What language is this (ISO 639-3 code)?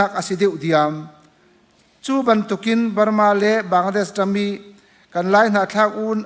cnh